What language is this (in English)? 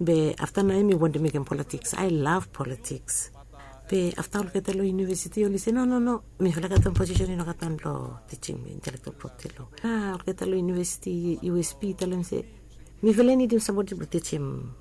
Bislama